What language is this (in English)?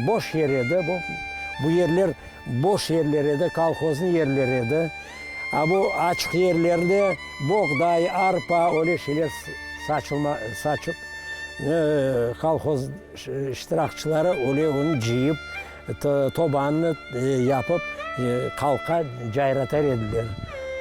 Crimean Tatar